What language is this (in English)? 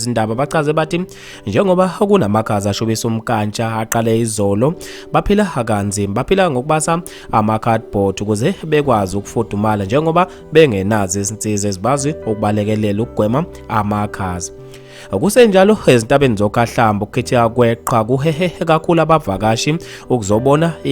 Zulu